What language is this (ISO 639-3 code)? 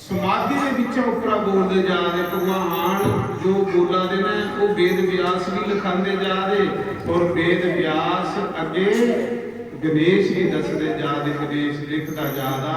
doi